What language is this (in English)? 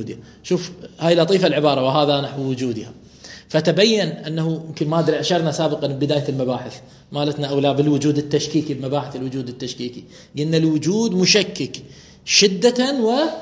Mesopotamian Arabic